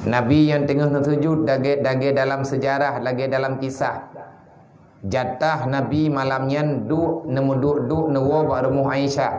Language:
Achinese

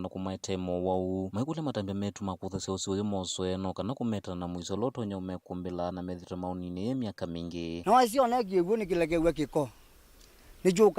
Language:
Kamba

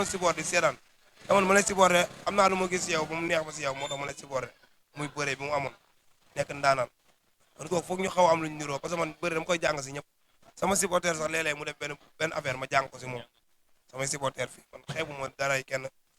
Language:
Wolof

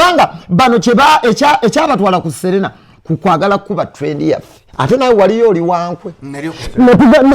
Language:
Ganda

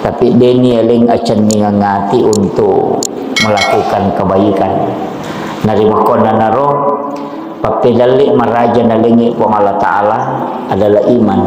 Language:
Buginese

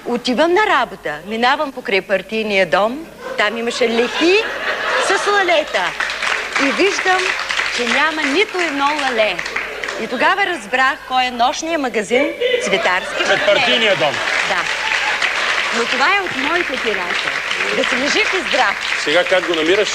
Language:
Bulgarian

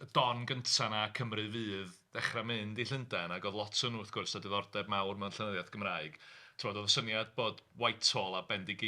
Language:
Welsh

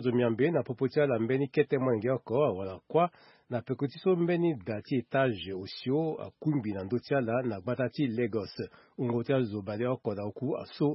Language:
Sango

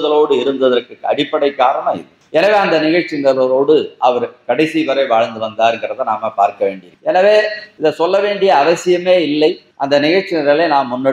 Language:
Tamil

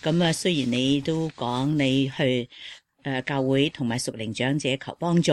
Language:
Cantonese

